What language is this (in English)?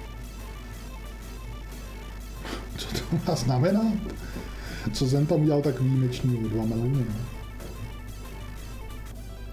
Czech